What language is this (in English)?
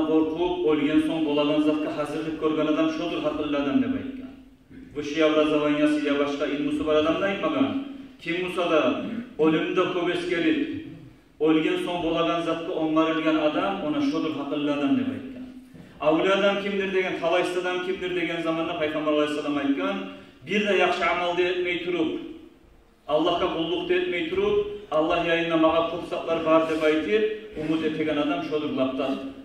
Kumyk